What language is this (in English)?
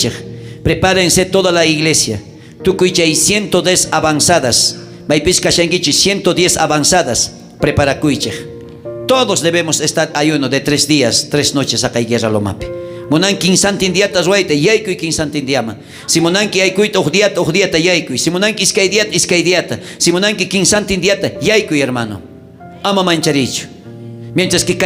South Bolivian Quechua